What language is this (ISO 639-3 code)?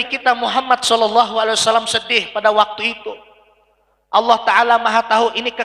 bjn